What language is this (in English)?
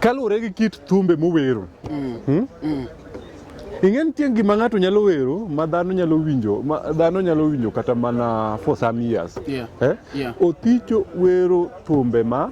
Luo (Kenya and Tanzania)